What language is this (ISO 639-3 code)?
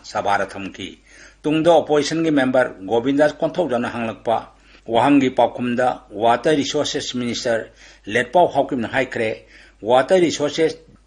mni